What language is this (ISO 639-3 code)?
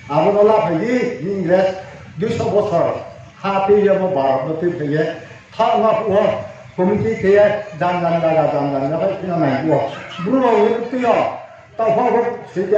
ria